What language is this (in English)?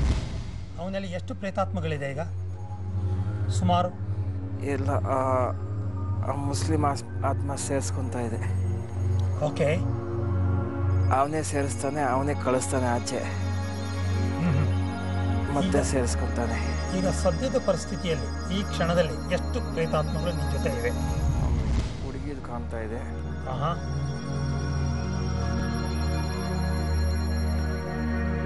Kannada